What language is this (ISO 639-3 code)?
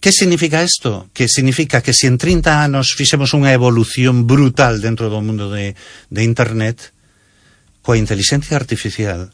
glg